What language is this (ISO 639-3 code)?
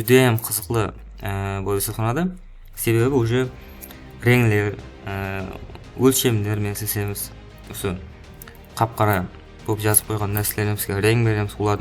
kaa